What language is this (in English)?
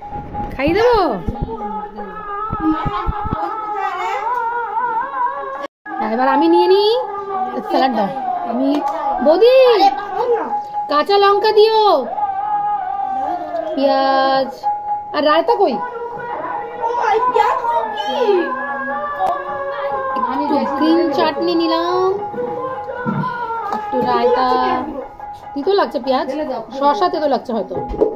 Bangla